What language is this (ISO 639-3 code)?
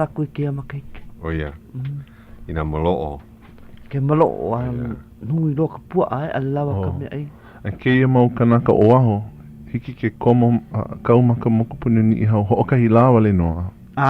haw